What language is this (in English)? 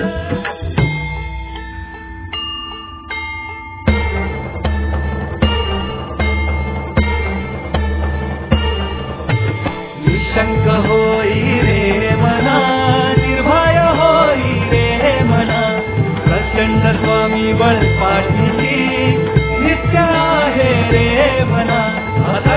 Marathi